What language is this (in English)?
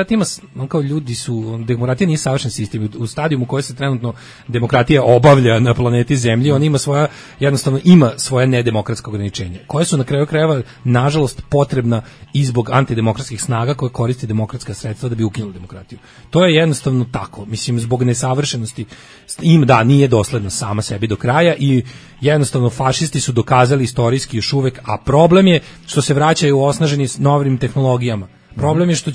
Serbian